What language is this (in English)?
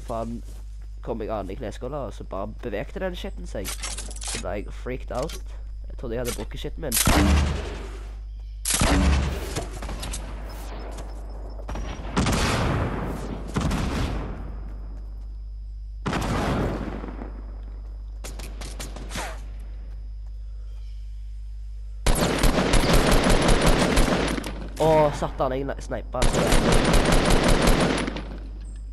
Norwegian